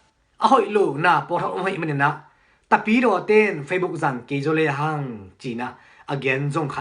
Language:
Tedim Chin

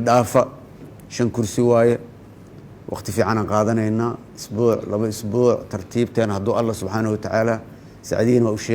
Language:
Somali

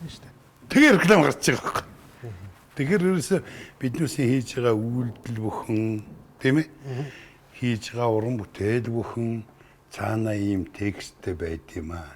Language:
Mongolian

